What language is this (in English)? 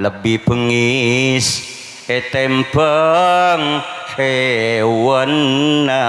Madurese